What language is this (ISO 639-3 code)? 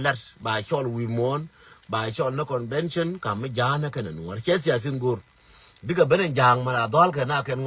nus